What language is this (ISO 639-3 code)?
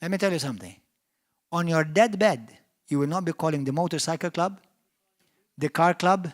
eng